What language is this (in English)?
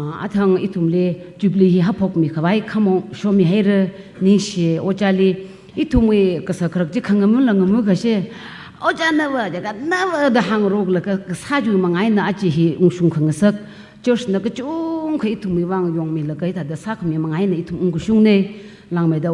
Tangkhul Naga (India)